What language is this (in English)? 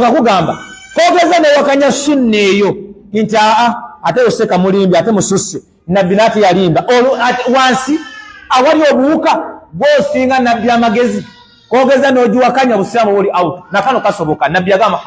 Ganda